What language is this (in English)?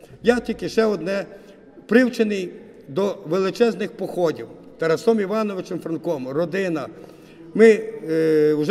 Ukrainian